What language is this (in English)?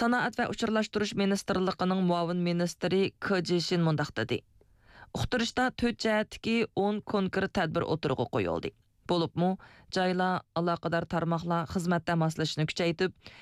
Uyghur